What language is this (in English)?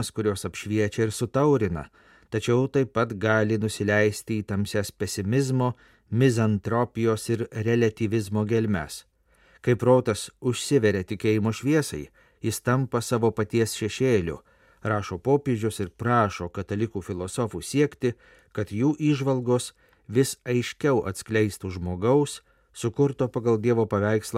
Lithuanian